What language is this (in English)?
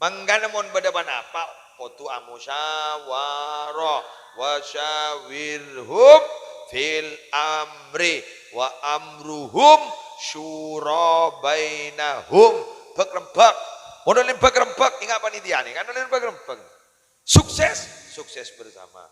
Madurese